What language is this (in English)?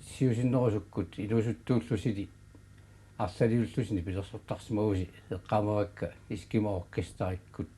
Kalaallisut